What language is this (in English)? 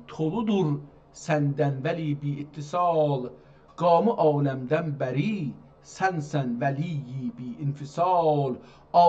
South Azerbaijani